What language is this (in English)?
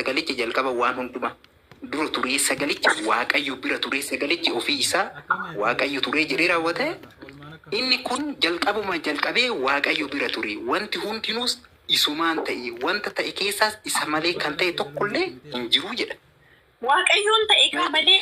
Oromo